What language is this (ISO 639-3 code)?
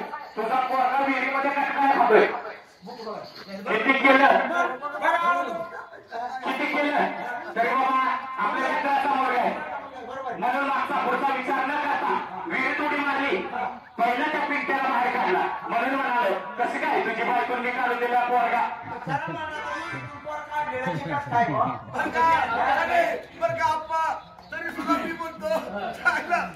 mar